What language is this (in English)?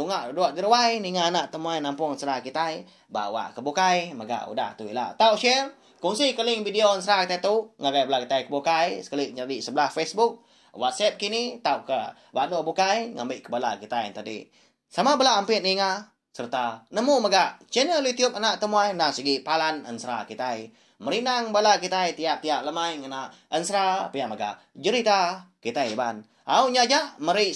Iban